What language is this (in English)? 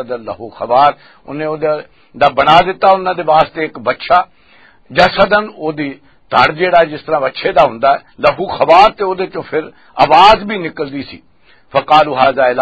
Western Panjabi